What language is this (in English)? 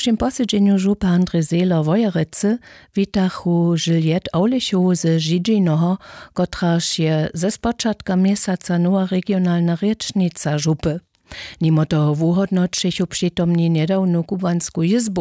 Upper Sorbian